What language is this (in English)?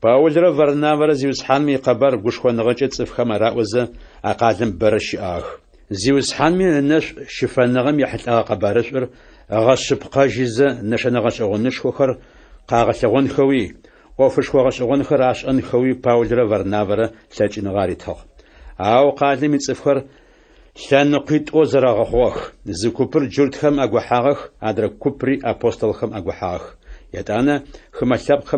Adyghe